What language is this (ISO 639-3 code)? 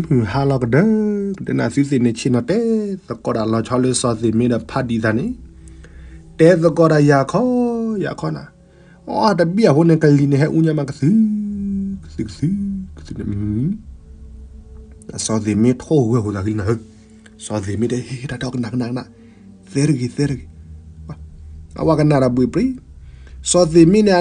ksw